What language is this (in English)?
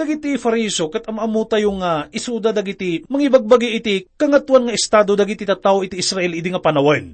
Iloko